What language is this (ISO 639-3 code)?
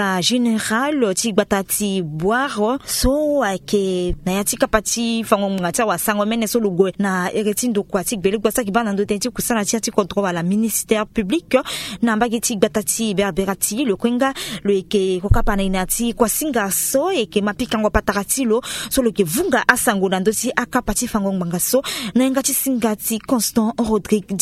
sag